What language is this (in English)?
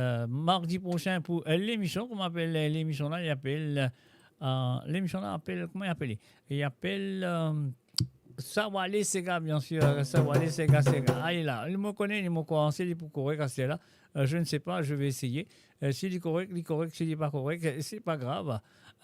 Morisyen